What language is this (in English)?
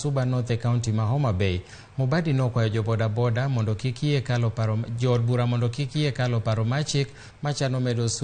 Luo (Kenya and Tanzania)